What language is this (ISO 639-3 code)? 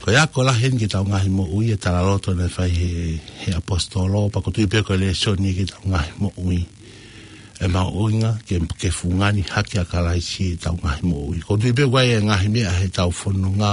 ton